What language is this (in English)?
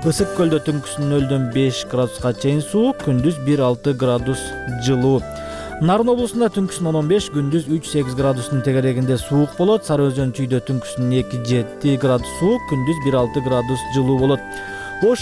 Kyrgyz